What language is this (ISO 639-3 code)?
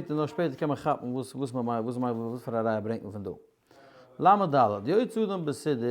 yid